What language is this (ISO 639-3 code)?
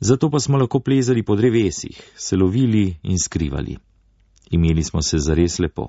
slv